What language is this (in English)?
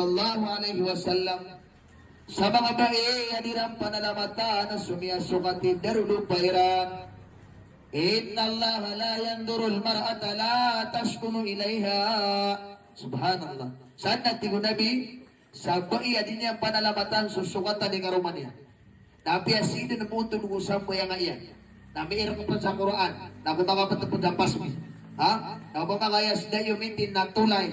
Maranao